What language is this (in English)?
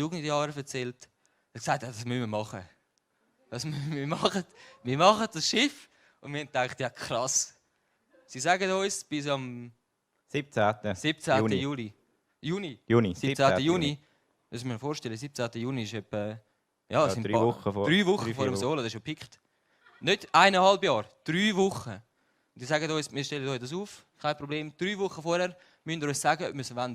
Swiss German